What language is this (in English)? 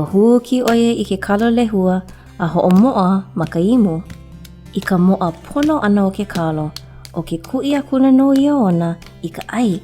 Hawaiian